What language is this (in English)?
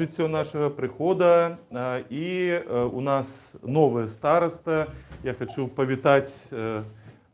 Belarusian